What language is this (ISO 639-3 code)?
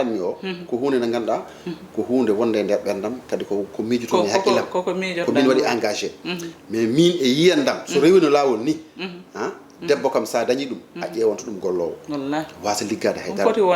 ful